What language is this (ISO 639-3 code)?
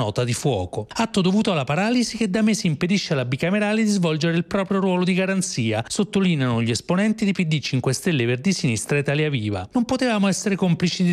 ita